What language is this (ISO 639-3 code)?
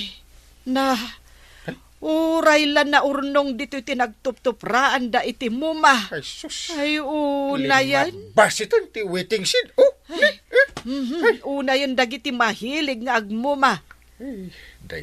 ilo